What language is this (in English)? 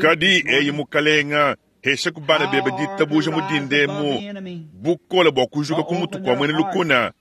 Luba-Lulua